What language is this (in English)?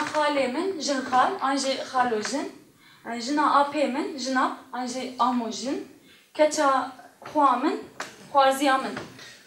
Kurdish